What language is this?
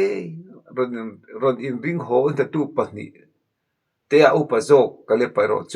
Mizo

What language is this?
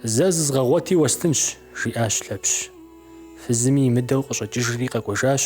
Kabardian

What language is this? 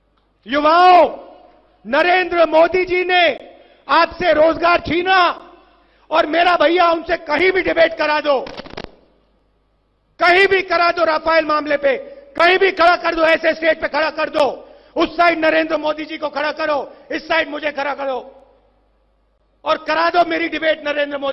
Hindi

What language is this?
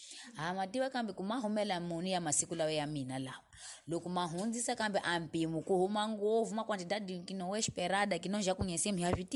Tsonga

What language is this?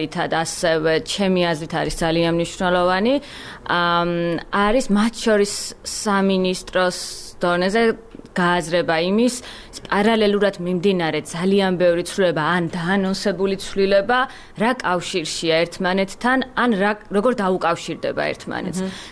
Georgian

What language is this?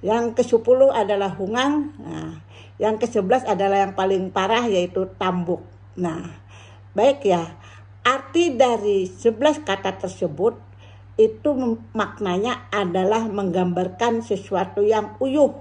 Banjar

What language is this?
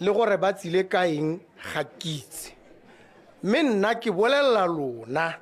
Tswana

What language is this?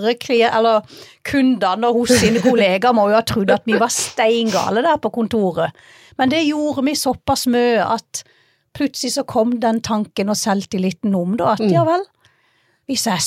Norwegian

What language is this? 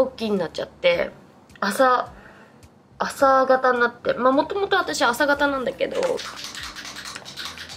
Japanese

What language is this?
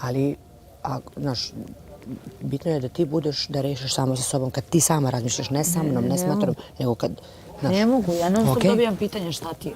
Bosnian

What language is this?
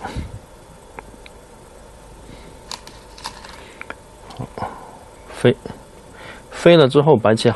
Chinese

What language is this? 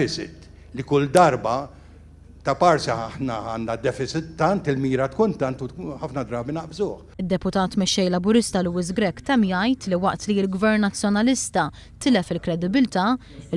Maltese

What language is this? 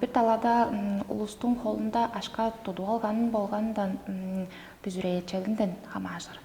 Tuvinian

